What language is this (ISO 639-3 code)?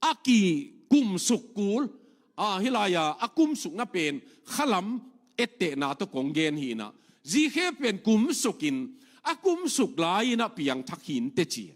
ctd